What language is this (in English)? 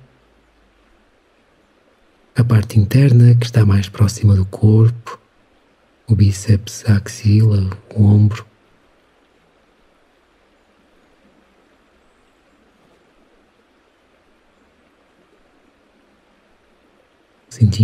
Portuguese